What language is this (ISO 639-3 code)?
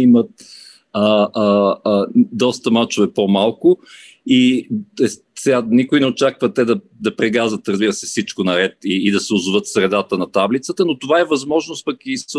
bul